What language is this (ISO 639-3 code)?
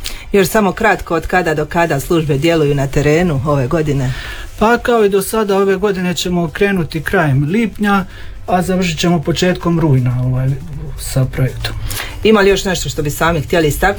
hrv